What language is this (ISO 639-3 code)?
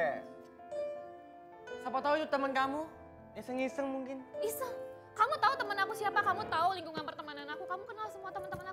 ind